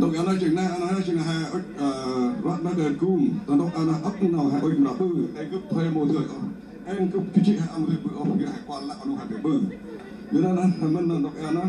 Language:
Central Mnong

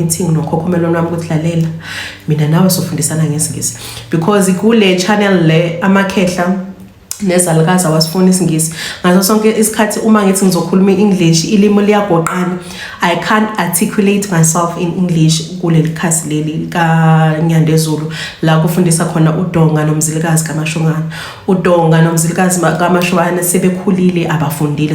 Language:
Zulu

